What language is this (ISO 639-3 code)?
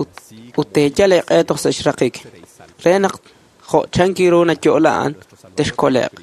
kek